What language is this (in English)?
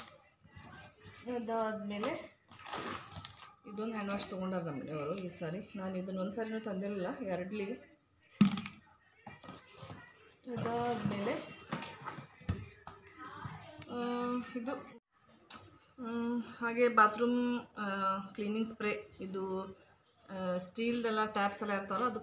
Kannada